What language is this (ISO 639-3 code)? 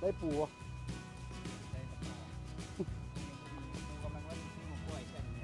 lao